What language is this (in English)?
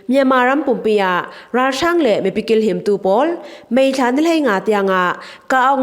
Falam Chin